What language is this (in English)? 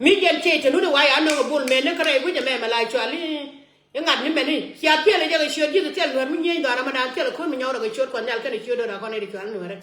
Nuer